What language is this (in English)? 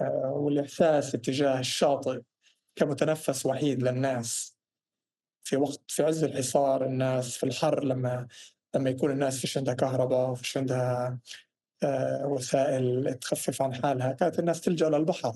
North Levantine Arabic